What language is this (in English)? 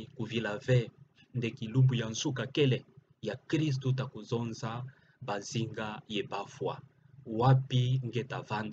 Kituba (Democratic Republic of Congo)